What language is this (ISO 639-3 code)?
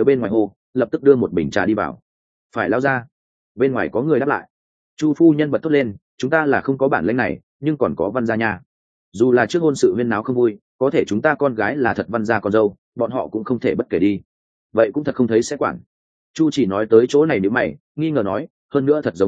vie